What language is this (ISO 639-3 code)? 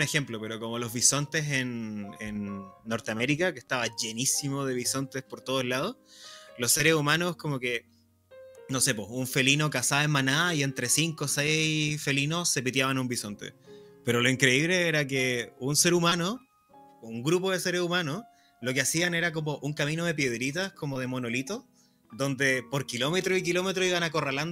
spa